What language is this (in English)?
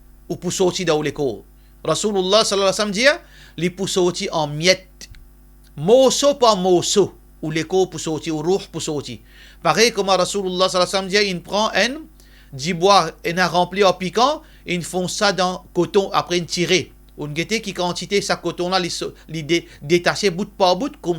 Morisyen